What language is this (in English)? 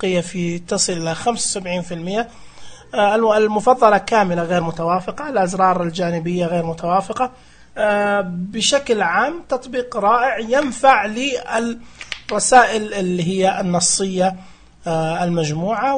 Najdi Arabic